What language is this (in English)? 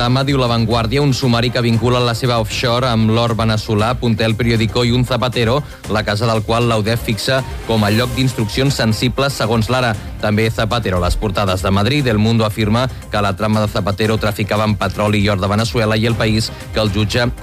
Catalan